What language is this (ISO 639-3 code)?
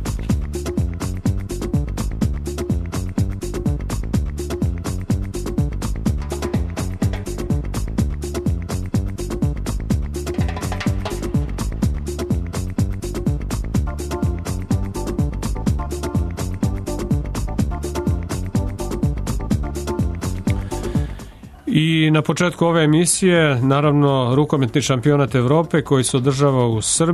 srp